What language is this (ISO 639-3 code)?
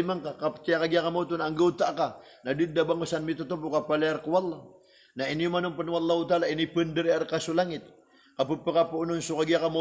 mrw